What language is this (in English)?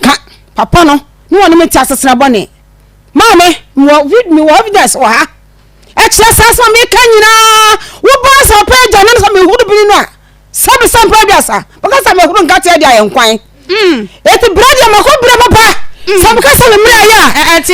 Akan